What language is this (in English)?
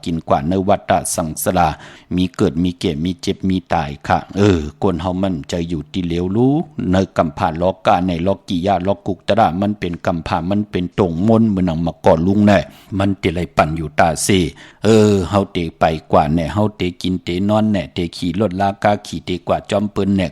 Shan